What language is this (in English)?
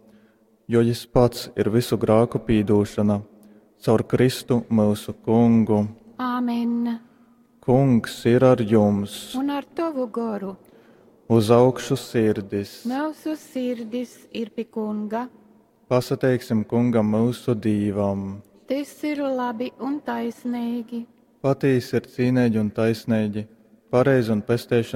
Latgalian